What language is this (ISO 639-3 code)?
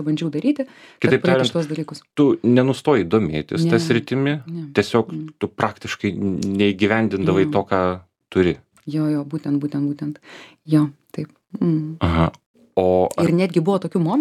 lit